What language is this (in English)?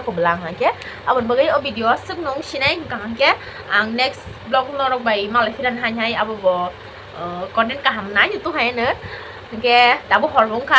Kok Borok